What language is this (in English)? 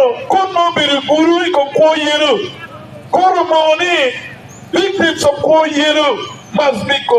Acoli